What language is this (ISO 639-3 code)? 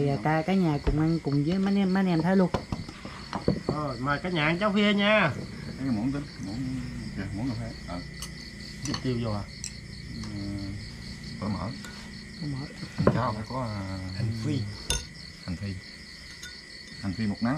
vie